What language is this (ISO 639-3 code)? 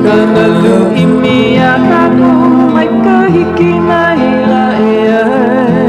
haw